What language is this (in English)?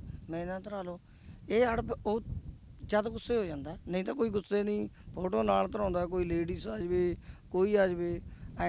Punjabi